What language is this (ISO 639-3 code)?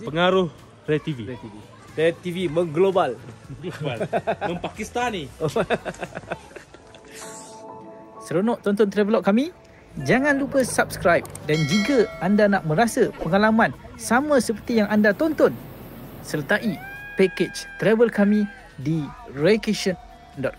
msa